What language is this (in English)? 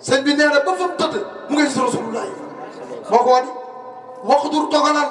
Wolof